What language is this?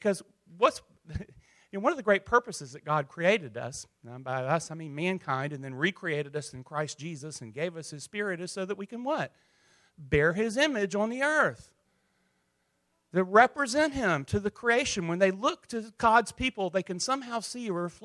English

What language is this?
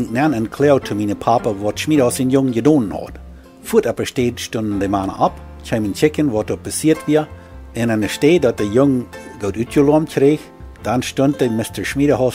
Plautdietsch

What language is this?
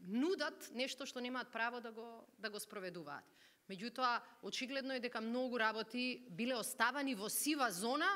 Macedonian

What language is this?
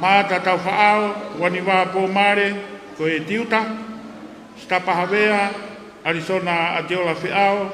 Tongan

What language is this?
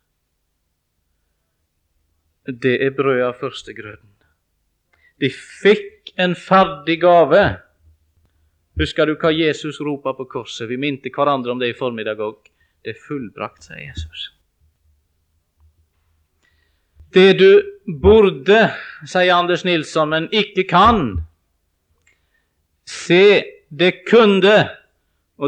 Norwegian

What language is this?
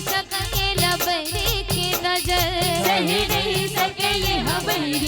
Chhattisgarhi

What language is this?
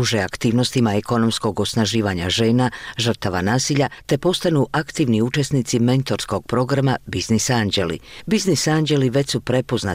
Bosnian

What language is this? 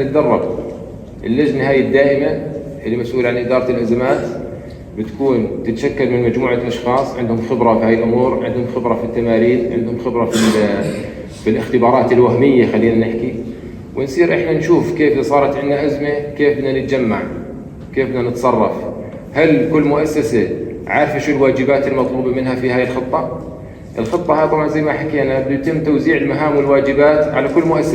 North Levantine Arabic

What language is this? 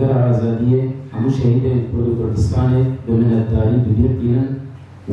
Kurdish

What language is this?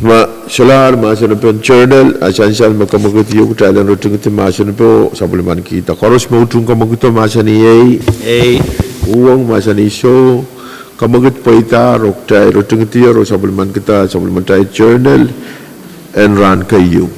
Pohnpeian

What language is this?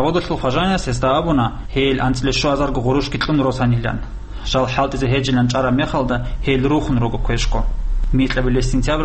Avaric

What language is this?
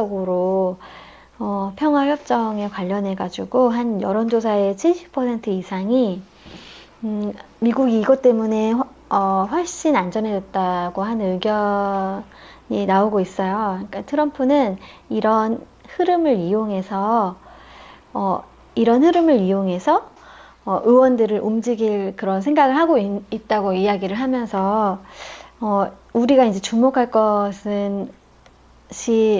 Korean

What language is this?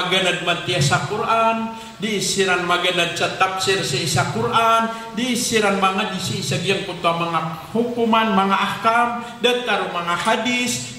Maranao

